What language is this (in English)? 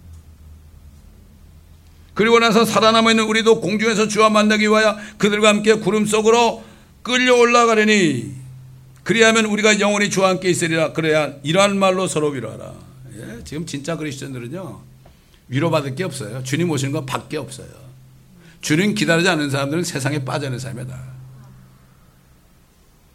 Korean